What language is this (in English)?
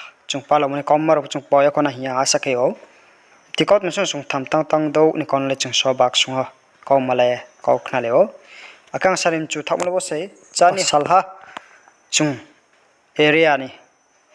Riang (India)